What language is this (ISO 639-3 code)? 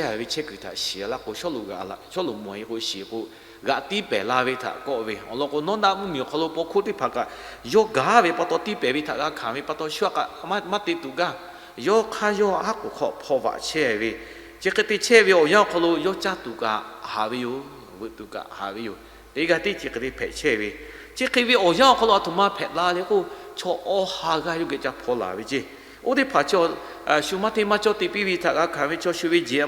lhu